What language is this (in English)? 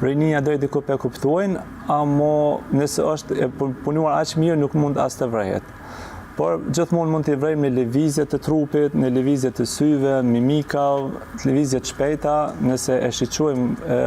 Albanian